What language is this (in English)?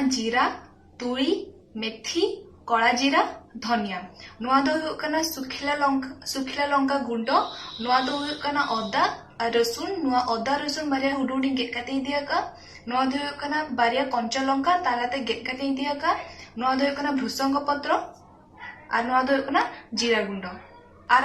Santali